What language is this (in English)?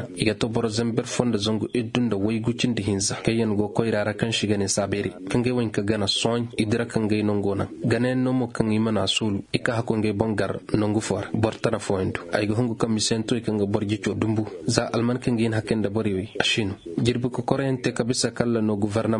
Koyraboro Senni